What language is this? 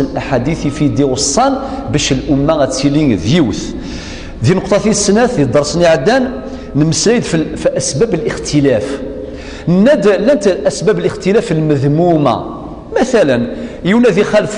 Kabyle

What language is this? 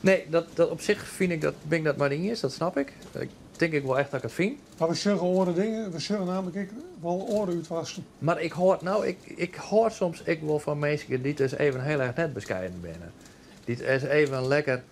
Western Frisian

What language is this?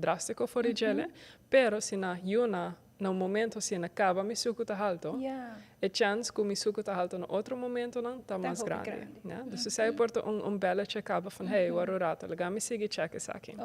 Papiamento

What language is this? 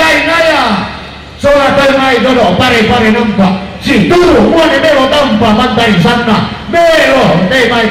Toraja-Sa'dan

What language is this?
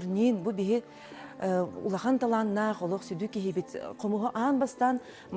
Yakut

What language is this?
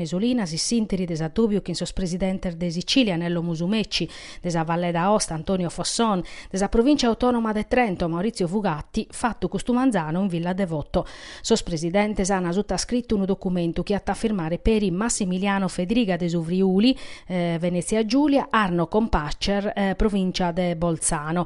Sardinian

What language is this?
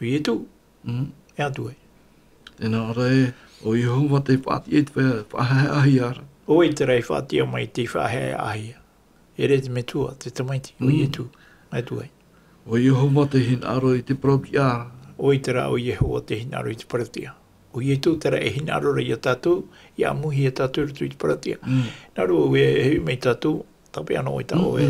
Tahitian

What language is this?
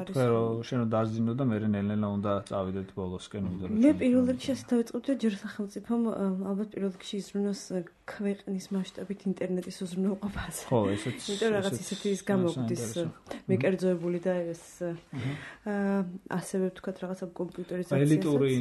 Georgian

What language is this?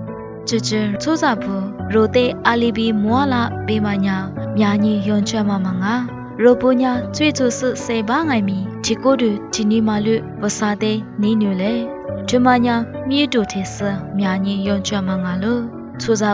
Lisu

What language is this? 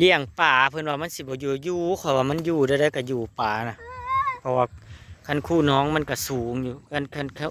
Northeastern Thai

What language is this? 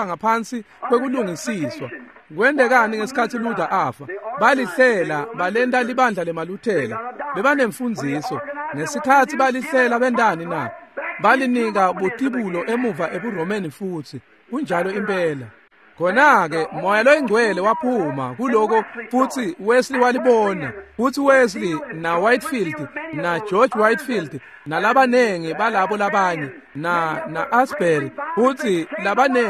Swati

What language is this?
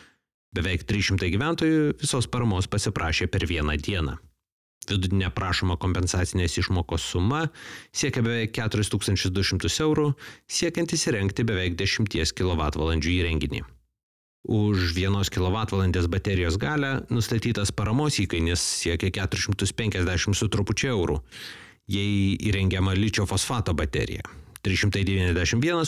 Lithuanian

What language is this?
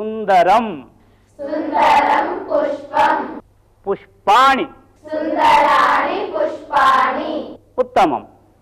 Sanskrit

